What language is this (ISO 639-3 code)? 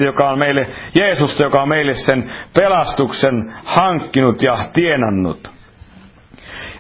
fin